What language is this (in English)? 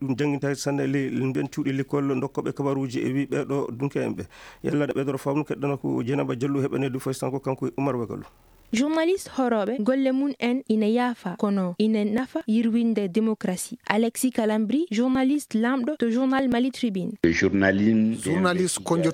Fula